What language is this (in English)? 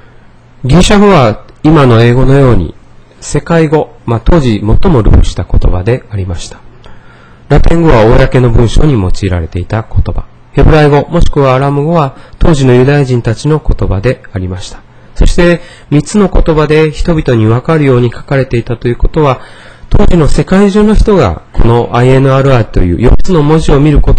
Japanese